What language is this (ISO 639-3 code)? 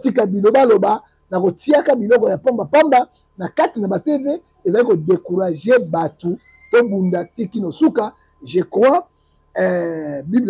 lin